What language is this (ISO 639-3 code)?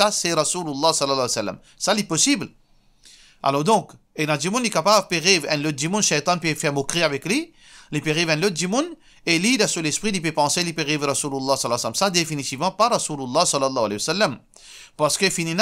mfe